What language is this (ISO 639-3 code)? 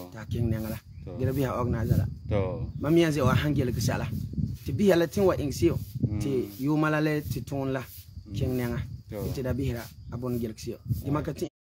gur